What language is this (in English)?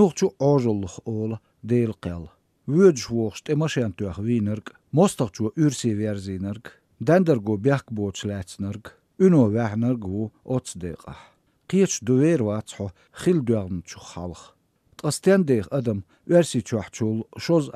Chechen